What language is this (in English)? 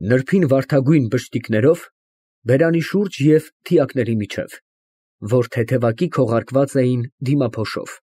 Armenian